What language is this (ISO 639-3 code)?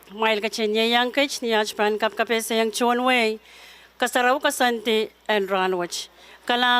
pon